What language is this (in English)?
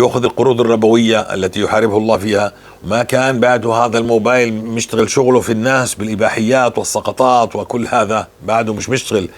North Levantine Arabic